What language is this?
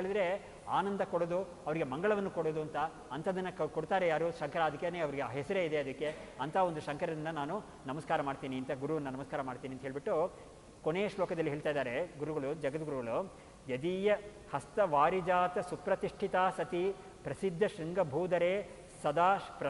Kannada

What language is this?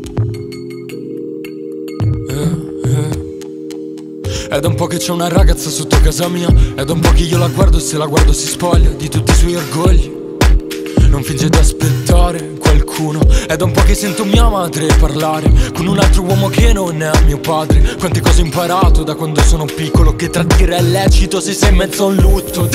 Italian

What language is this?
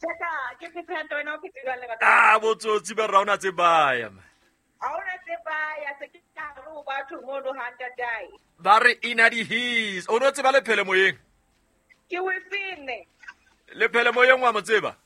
Southern Sotho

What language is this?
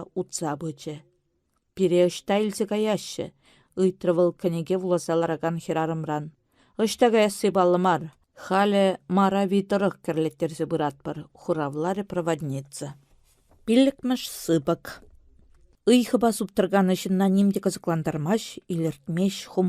Chuvash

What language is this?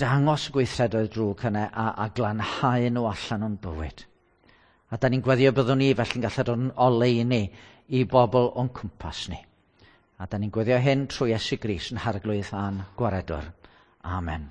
Welsh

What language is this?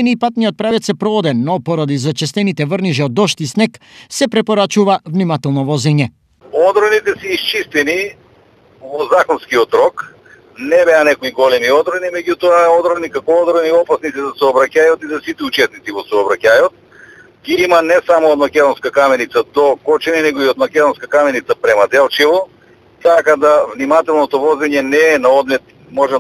Macedonian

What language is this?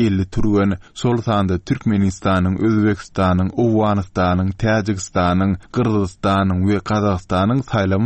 Turkmen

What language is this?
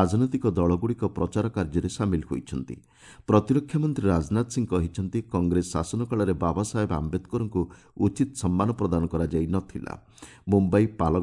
Odia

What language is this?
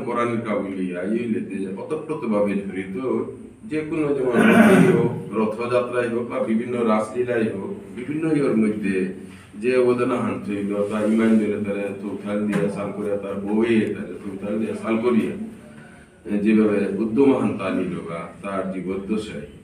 Bishnupriya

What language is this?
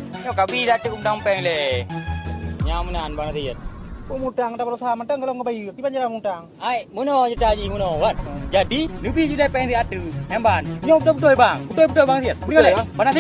Achinese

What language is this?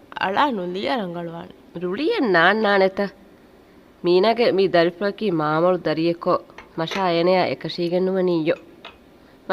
Divehi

